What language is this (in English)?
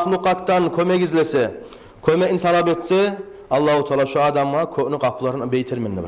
Kumyk